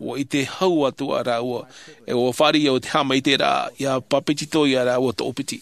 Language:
Tahitian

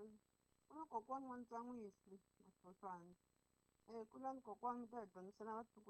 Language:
Tsonga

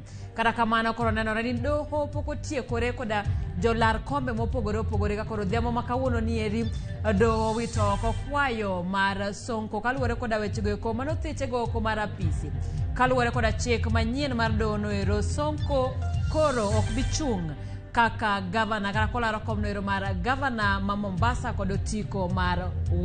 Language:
Luo (Kenya and Tanzania)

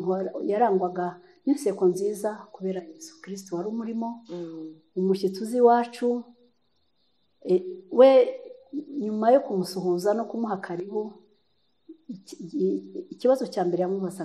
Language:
Kinyarwanda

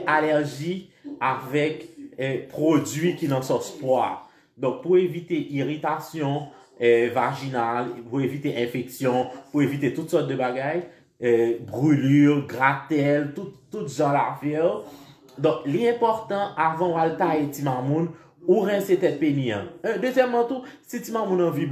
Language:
Haitian Creole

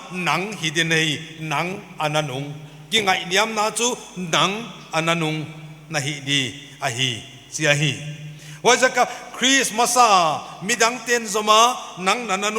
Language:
Paite Chin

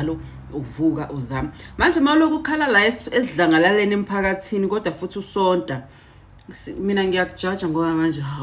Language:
Zulu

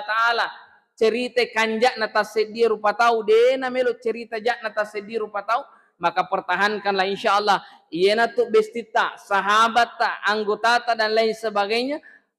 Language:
Buginese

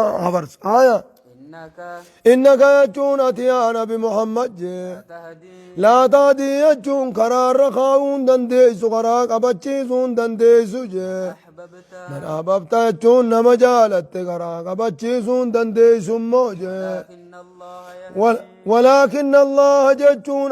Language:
Oromo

